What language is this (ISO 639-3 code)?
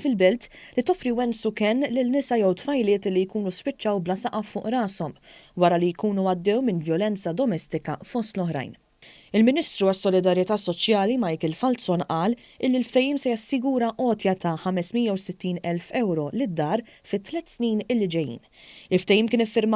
mlt